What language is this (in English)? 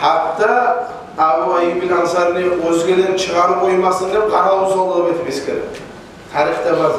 Kumyk